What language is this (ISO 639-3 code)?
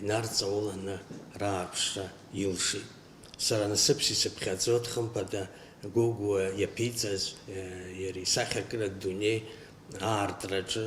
abk